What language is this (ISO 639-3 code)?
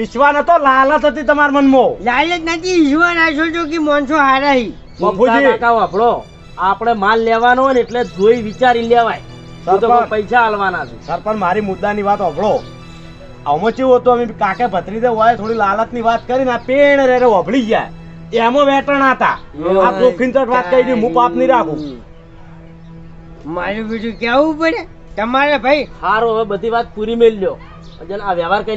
guj